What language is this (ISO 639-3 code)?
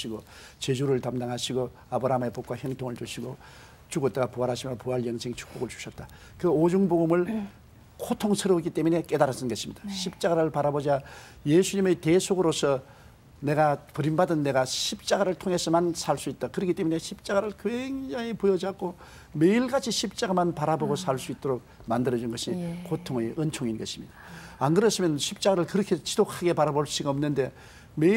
kor